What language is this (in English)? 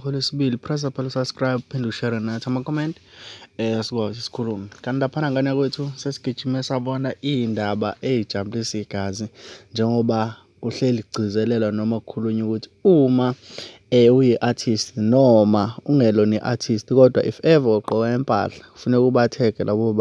Zulu